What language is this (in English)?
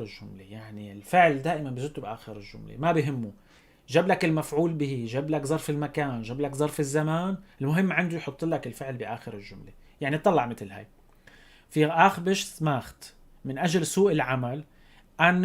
North Levantine Arabic